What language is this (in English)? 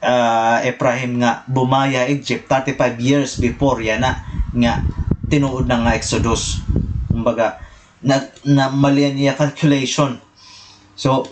Waray